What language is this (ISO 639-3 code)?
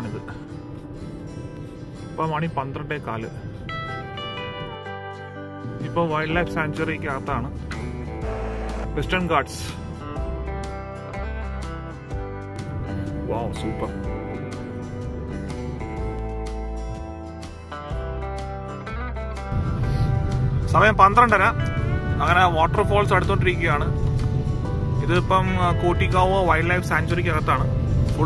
mal